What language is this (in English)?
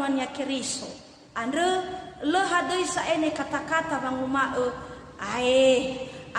Nias